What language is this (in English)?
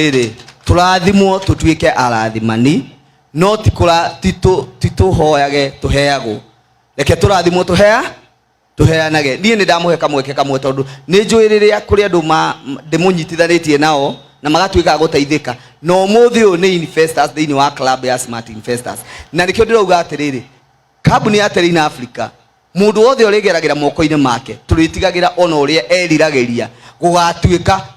Kikuyu